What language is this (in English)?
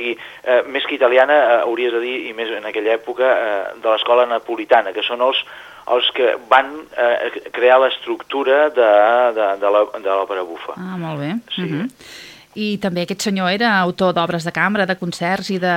Catalan